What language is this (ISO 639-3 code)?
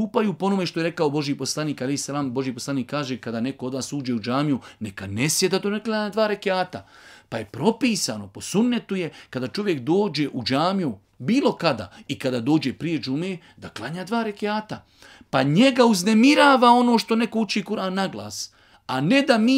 bos